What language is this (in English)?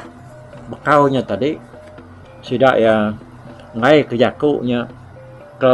Iban